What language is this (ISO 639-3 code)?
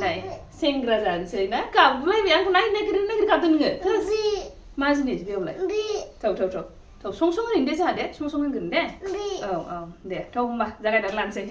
brx